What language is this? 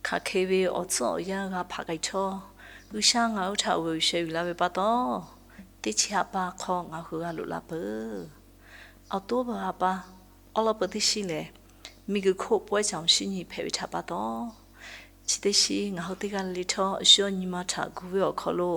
Lahu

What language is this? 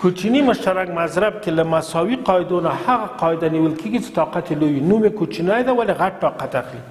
Pashto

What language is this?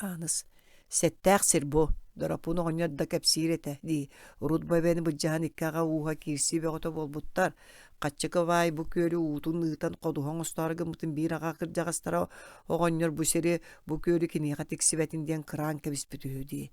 Yakut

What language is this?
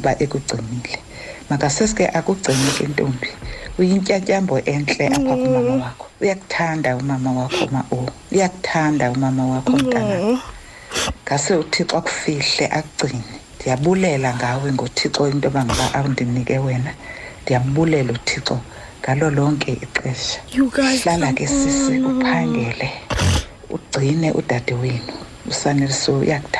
Xhosa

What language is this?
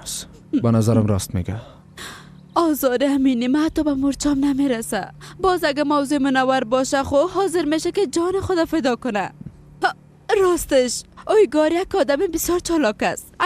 Persian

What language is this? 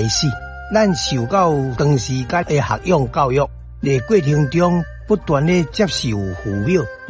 Min Nan Chinese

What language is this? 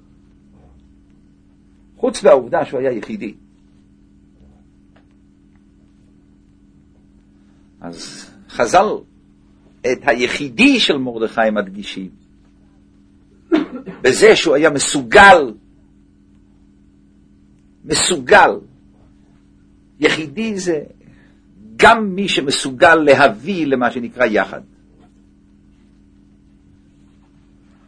Hebrew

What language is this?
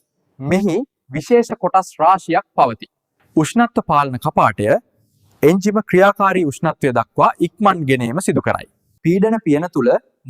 Sinhala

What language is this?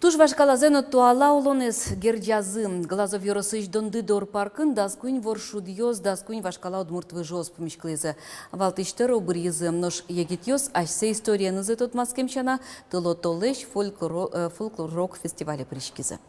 Udmurt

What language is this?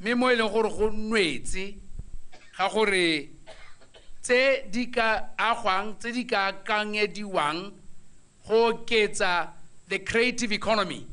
Tswana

